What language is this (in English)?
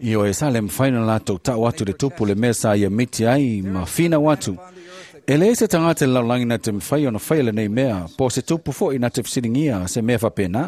Samoan